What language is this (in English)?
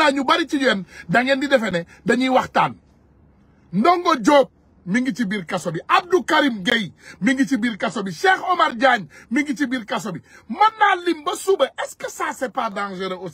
Wolof